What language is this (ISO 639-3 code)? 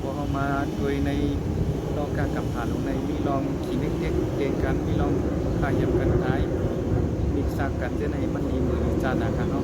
shn